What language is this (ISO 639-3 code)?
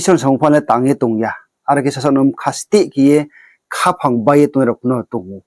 ria